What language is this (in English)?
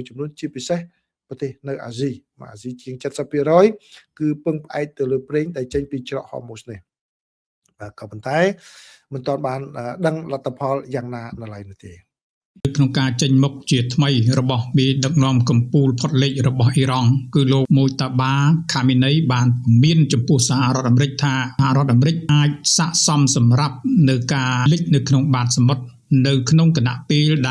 Khmer